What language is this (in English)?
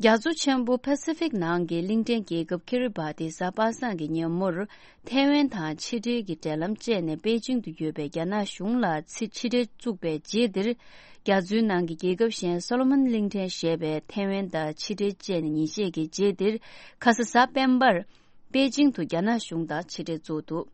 Tibetan